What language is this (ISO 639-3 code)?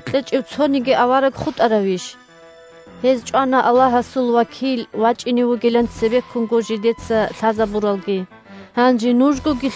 ava